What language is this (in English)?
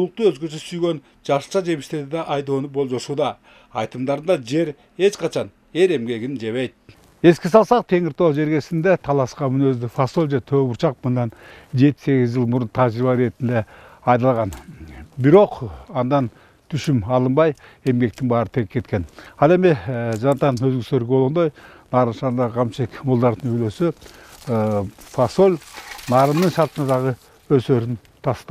Kyrgyz